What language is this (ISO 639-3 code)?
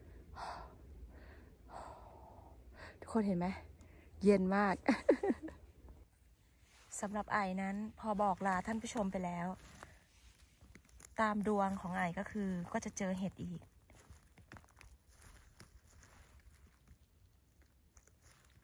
tha